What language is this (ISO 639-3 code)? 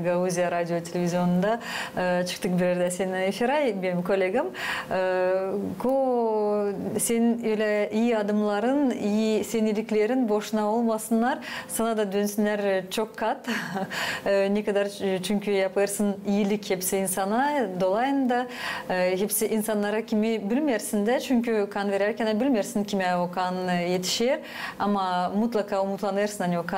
gag